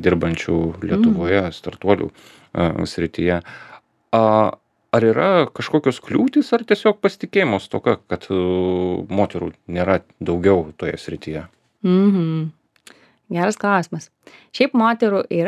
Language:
Lithuanian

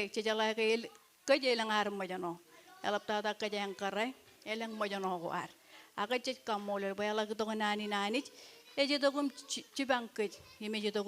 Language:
Marshallese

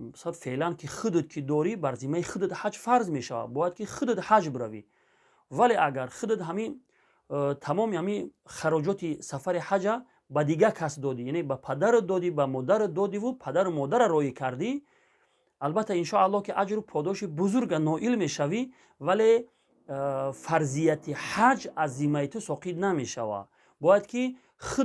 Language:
Tajik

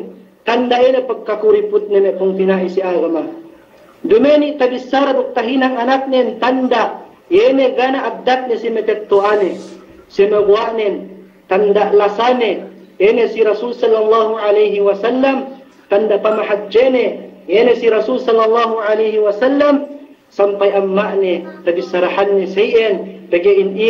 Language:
Yakan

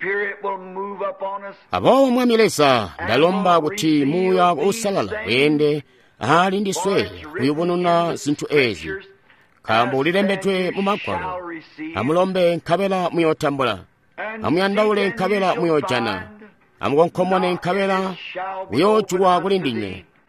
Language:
Tonga (Zambia)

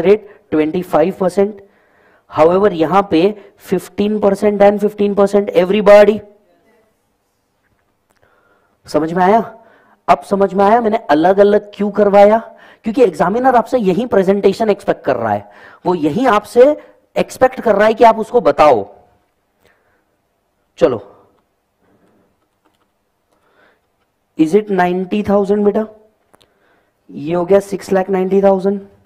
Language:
Hindi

